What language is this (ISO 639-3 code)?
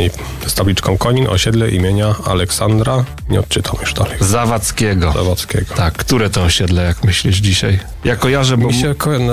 pol